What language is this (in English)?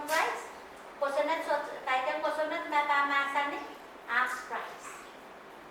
Pohnpeian